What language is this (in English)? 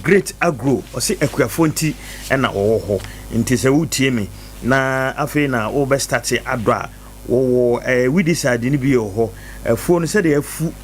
Akan